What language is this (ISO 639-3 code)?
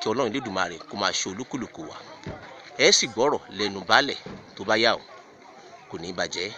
yor